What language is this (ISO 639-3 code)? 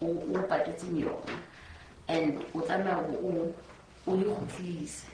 sot